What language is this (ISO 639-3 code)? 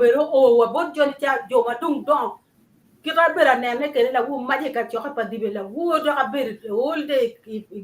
ach